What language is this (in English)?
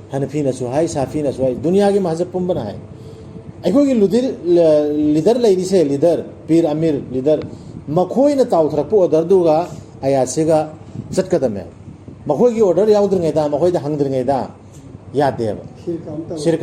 Manipuri